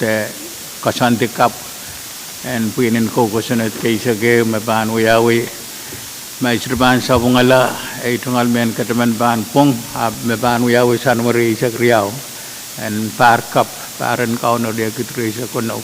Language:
Pohnpeian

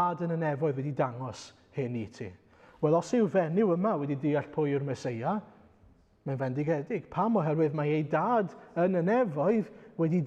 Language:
Welsh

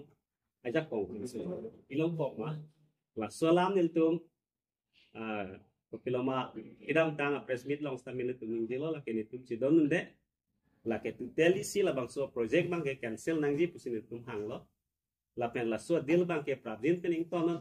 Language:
Karbi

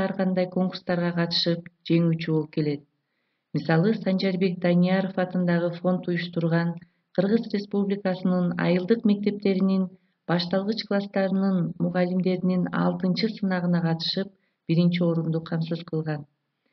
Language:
Kyrgyz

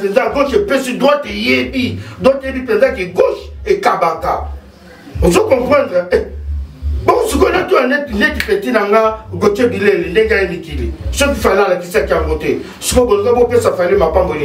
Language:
Lingala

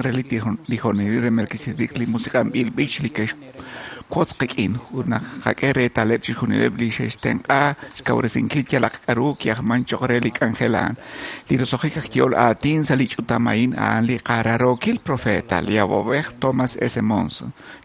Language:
Kekchí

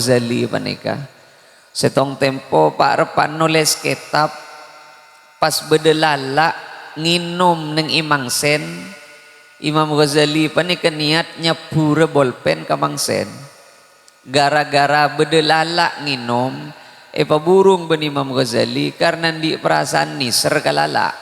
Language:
Madurese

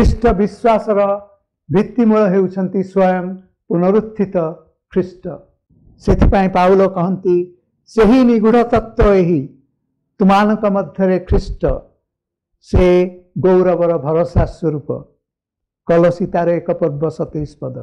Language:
Odia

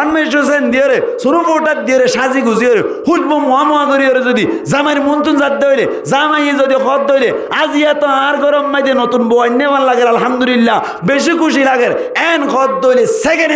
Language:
Rohingya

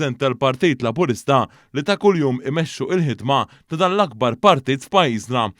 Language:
Maltese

